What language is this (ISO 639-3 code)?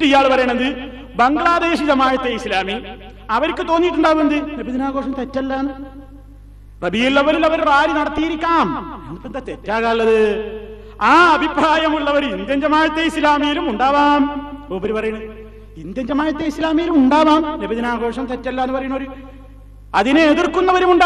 mal